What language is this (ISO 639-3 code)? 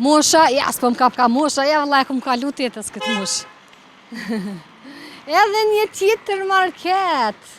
sqi